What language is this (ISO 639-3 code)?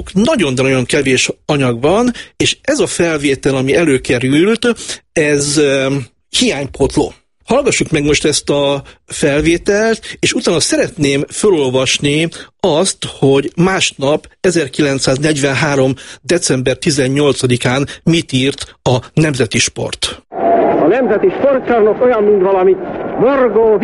hun